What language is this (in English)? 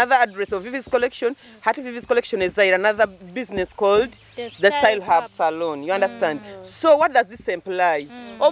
Nyoro